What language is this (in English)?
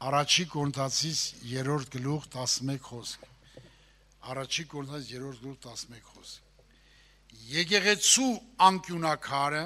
Armenian